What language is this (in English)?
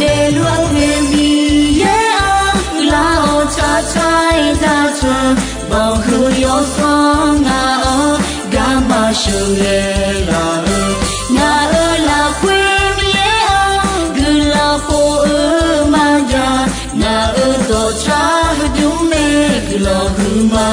Akha